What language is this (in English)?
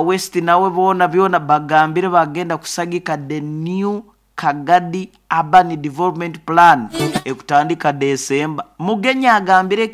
Nyoro